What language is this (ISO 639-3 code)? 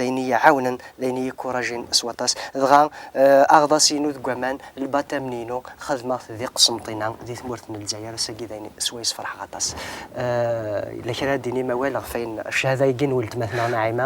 kab